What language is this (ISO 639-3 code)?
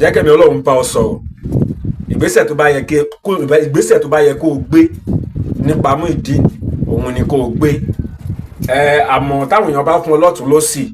yor